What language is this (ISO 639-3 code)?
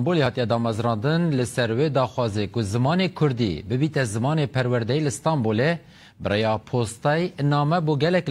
kur